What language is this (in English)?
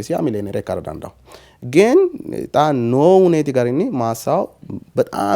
Sidamo